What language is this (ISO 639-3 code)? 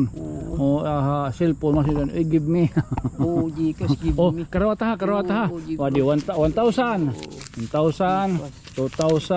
war